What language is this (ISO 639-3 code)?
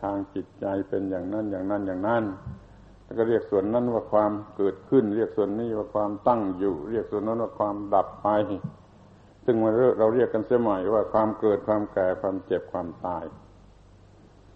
tha